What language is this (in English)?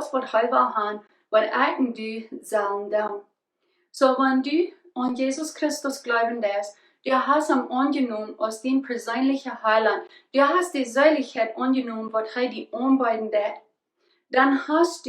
Plautdietsch